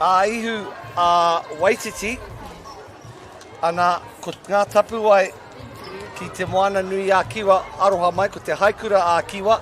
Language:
Māori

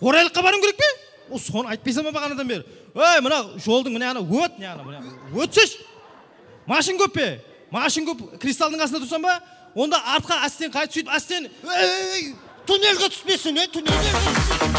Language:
Kara-Kalpak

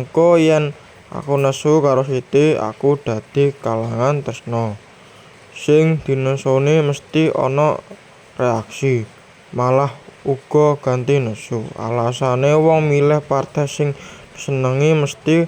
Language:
Javanese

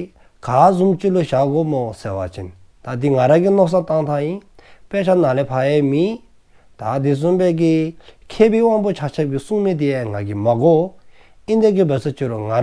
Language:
Dzongkha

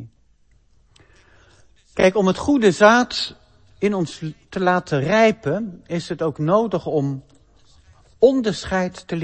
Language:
Dutch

